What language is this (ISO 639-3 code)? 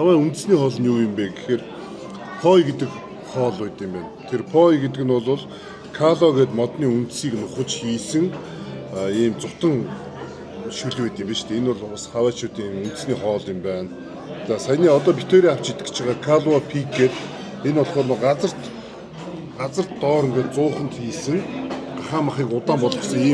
mon